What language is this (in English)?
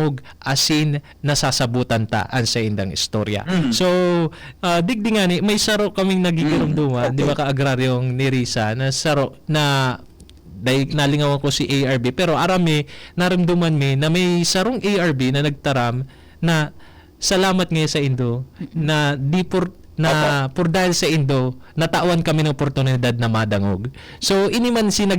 Bikol